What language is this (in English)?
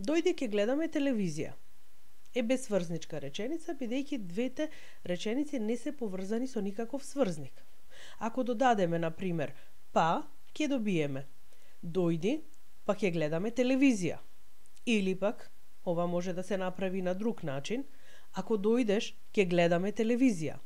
Macedonian